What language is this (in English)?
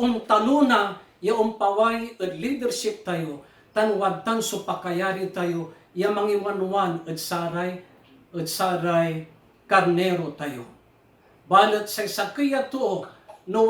Pangasinan